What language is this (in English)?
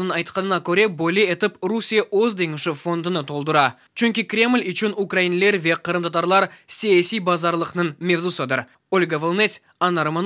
Crimean Tatar